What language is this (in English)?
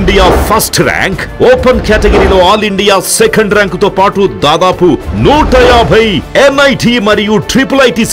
Telugu